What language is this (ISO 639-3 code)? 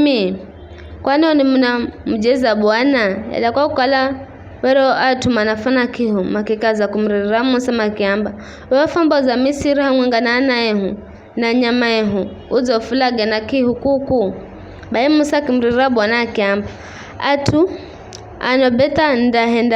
nyf